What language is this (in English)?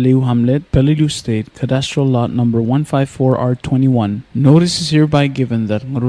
Palauan